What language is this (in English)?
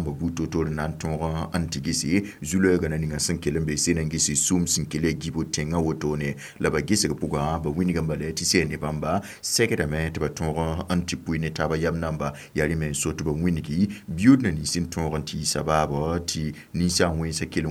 Mossi